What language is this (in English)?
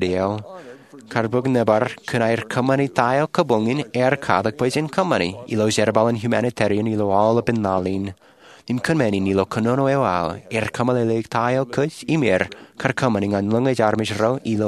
Marshallese